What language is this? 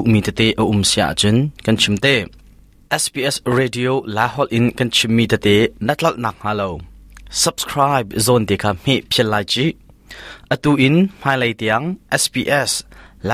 Hakha Chin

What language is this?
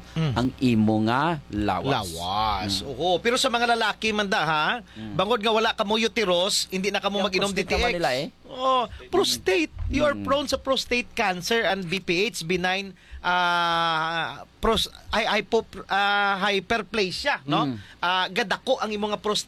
Hiligaynon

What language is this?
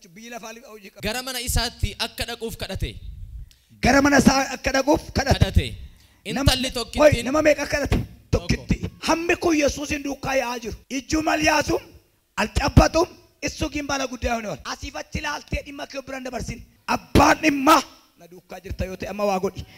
Oromo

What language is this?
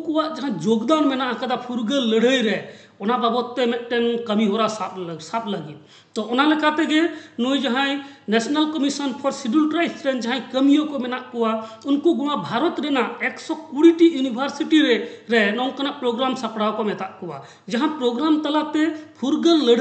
Santali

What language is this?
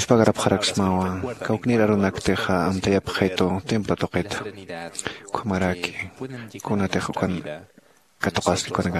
Aymara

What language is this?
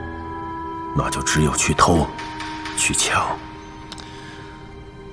Chinese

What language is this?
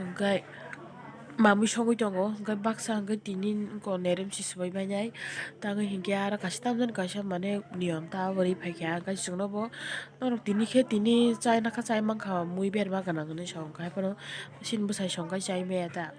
Kok Borok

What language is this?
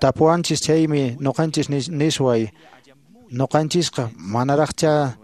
Quechua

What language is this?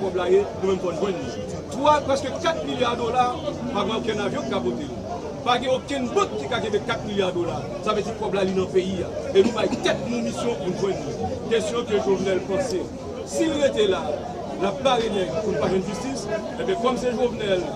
Haitian Creole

